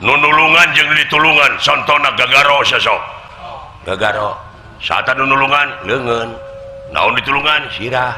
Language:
Sundanese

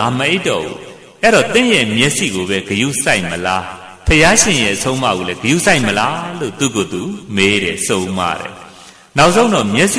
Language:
Burmese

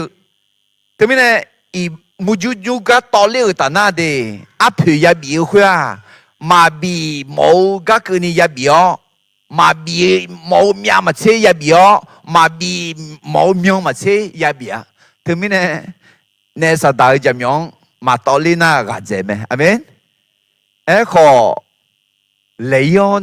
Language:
Akha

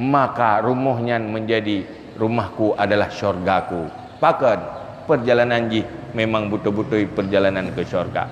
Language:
Achinese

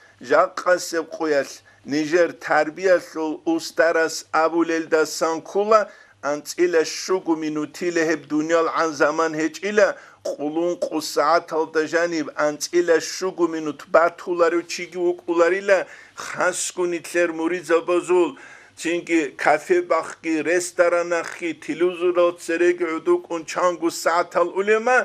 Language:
Avaric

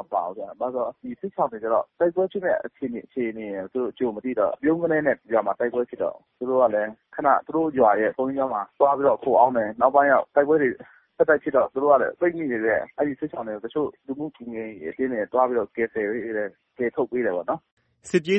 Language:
Burmese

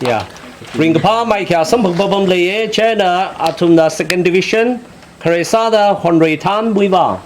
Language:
Tangkhul Naga (India)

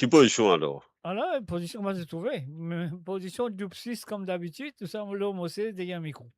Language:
Morisyen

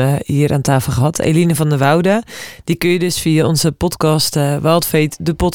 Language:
Dutch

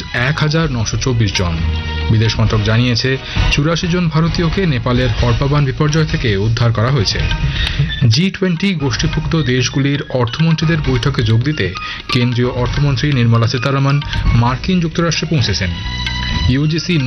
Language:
Bangla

